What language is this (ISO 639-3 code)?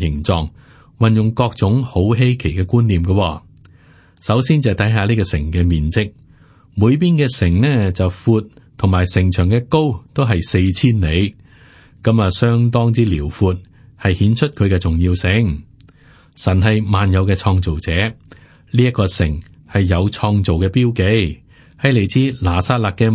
yue